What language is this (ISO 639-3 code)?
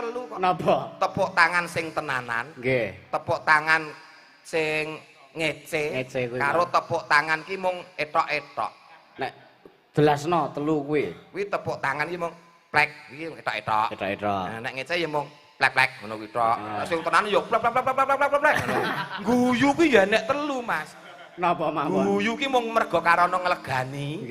jav